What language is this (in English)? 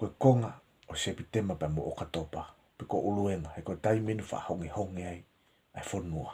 Tongan